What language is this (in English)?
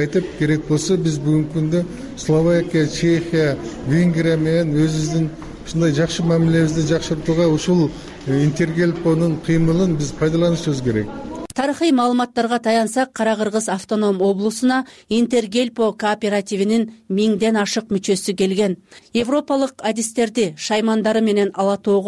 Kyrgyz